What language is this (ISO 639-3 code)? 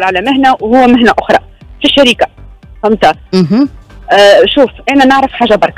aeb